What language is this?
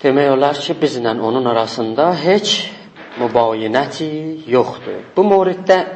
South Azerbaijani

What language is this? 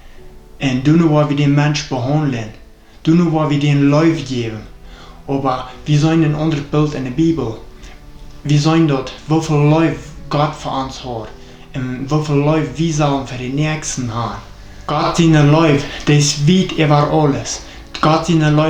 Plautdietsch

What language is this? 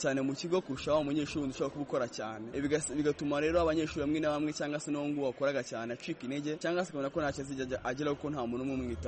Kinyarwanda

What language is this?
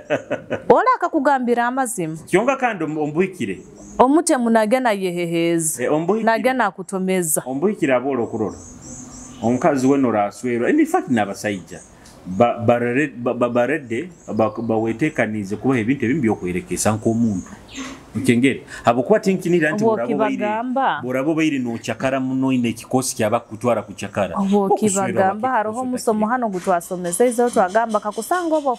Nyoro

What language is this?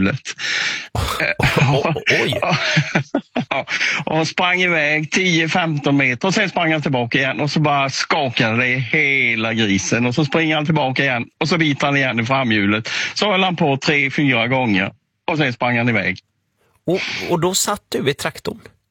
Swedish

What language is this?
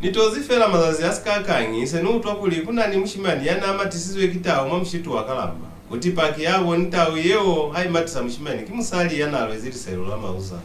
Lozi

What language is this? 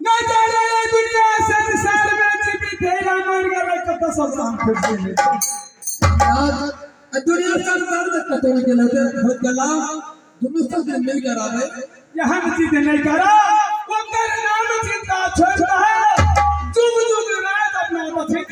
Maithili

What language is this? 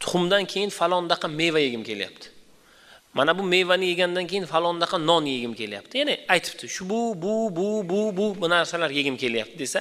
Uzbek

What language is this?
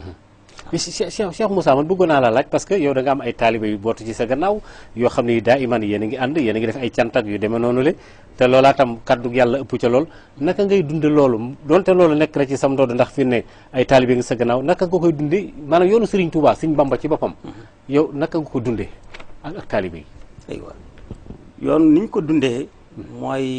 Wolof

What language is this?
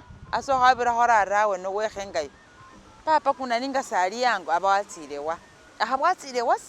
Masaaba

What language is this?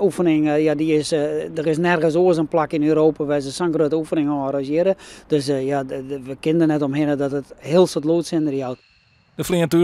Western Frisian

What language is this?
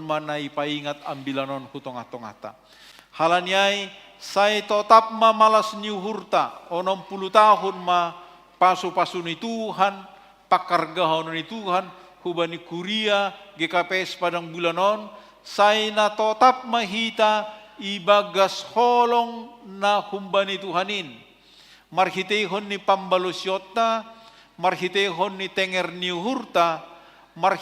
Batak Simalungun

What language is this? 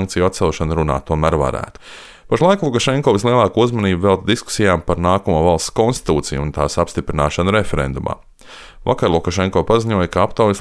Latvian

